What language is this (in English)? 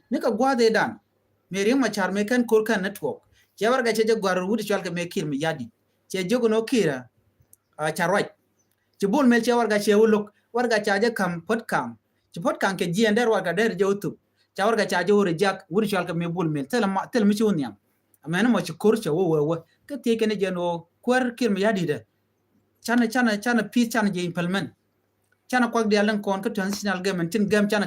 Nuer